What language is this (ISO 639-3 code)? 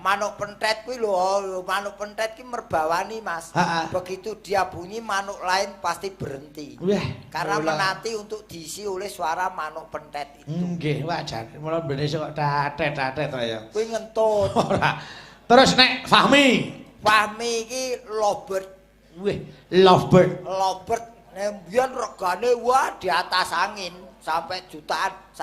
jav